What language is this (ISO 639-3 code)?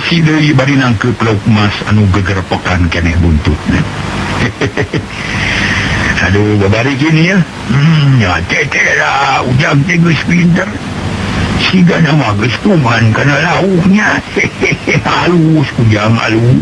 sun